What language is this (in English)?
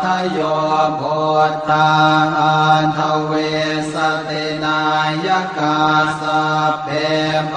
Pali